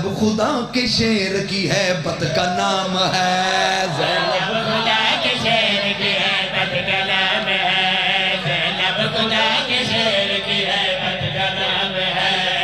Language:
Urdu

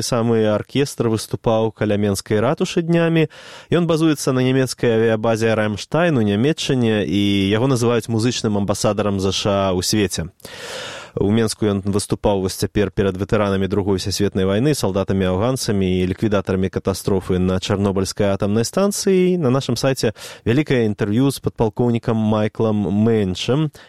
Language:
Belarusian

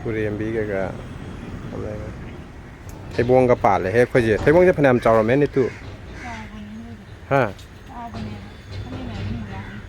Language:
Manipuri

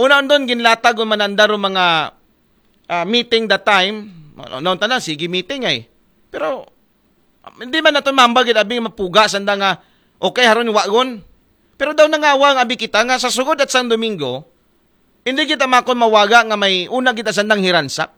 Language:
Aklanon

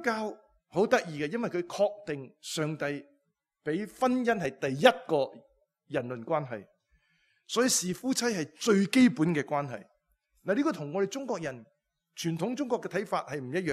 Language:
Cantonese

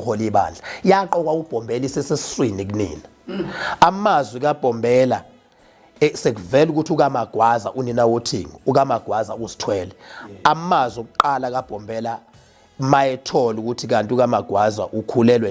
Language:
Zulu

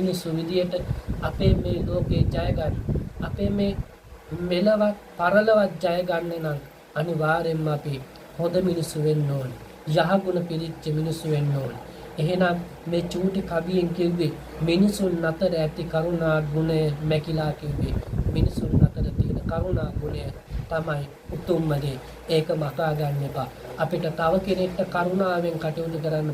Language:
Sinhala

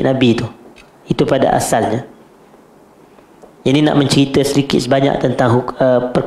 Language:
Malay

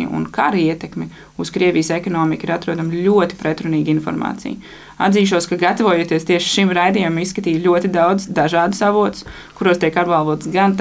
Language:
Latvian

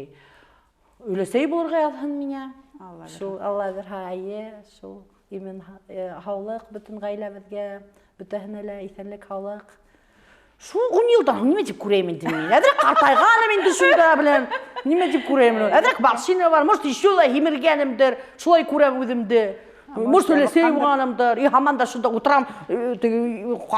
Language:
Bashkir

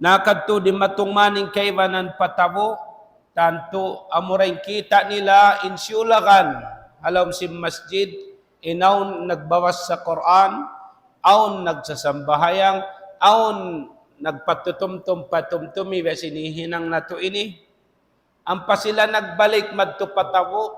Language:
Tausug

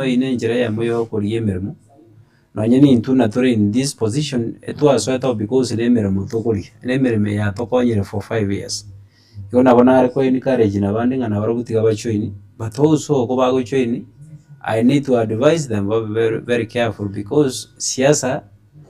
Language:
Gusii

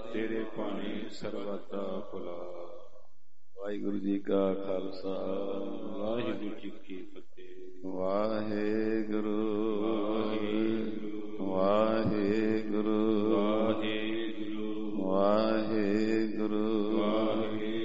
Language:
Punjabi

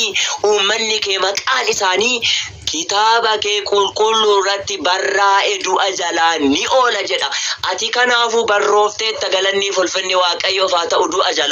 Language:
Oromo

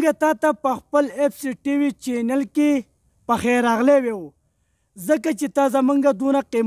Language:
Pashto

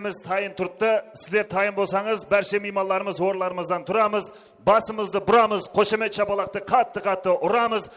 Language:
Kara-Kalpak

